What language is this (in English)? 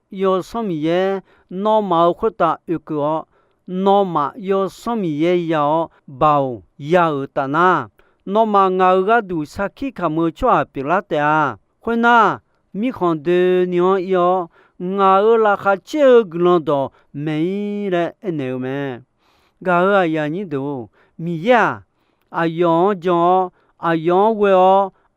Akha